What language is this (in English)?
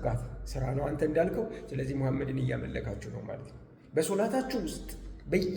Amharic